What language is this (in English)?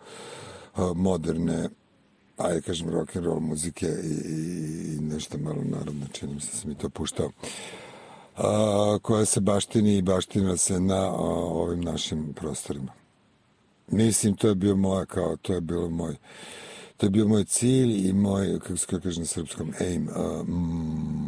Serbian